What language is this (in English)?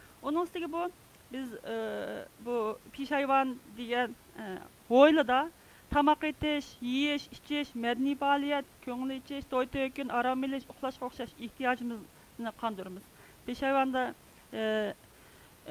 Uyghur